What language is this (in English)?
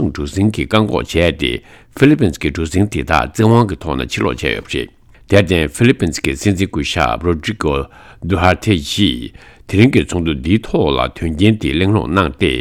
Tibetan